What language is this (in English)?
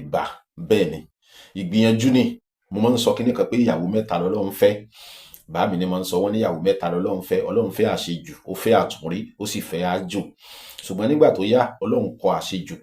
Yoruba